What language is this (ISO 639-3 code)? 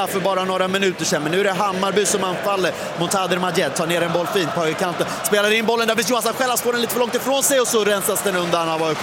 swe